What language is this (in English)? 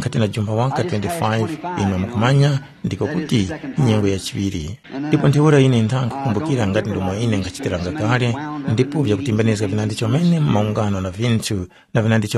Tumbuka